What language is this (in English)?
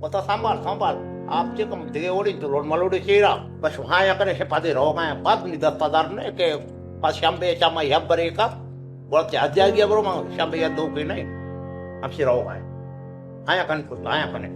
Baluchi